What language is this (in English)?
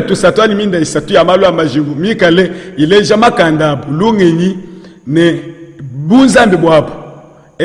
Luba-Lulua